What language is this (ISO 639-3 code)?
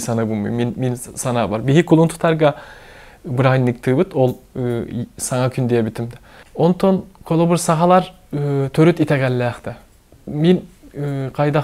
sah